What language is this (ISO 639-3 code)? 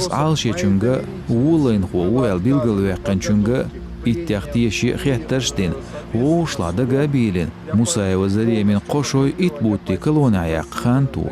che